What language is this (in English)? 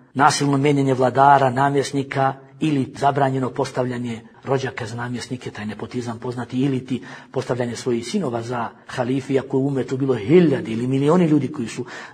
Bosnian